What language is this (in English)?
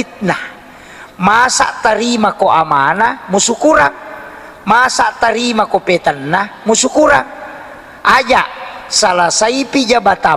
Buginese